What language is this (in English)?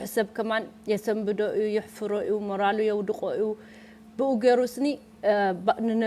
Tigrinya